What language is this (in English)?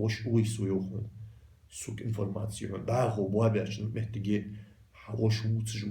Ingush